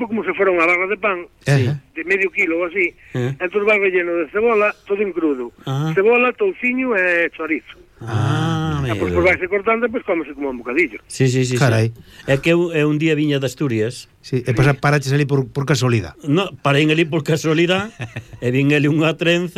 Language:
Galician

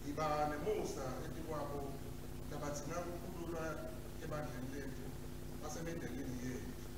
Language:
Swati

